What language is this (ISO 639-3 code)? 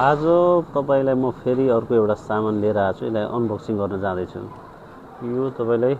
nep